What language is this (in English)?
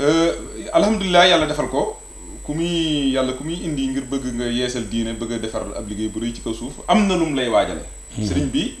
Wolof